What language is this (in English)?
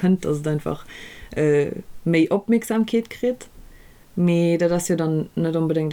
Luxembourgish